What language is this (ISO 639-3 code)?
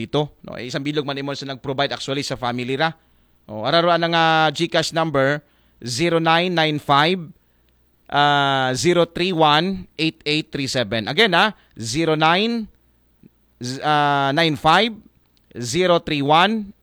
akl